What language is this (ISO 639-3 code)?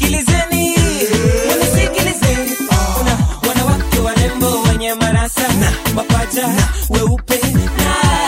swa